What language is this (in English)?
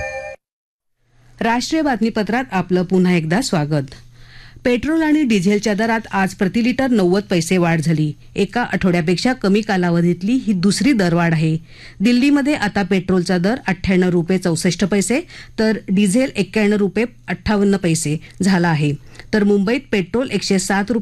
Marathi